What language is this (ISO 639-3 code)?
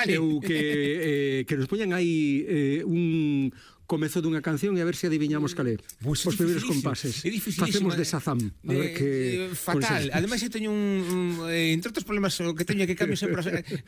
glg